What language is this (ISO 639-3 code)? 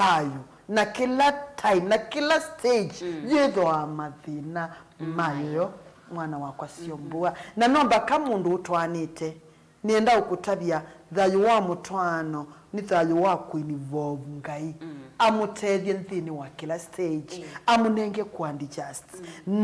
kam